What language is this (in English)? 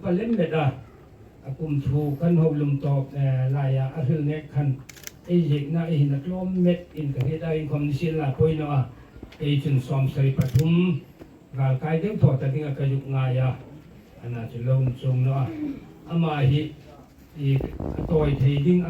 Hmar